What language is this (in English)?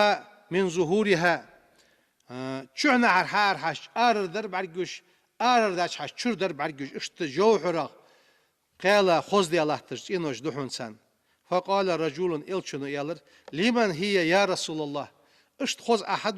Ingush